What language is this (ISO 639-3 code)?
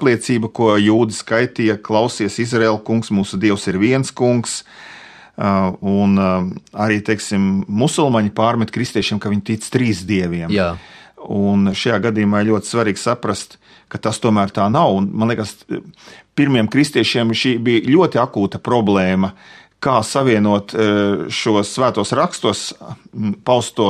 lav